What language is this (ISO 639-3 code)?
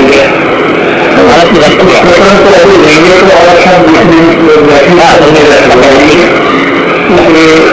hin